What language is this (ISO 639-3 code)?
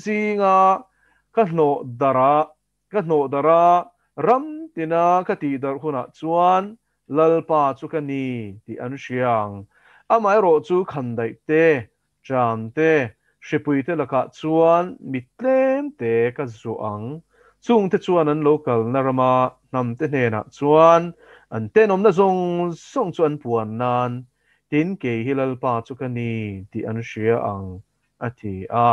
lus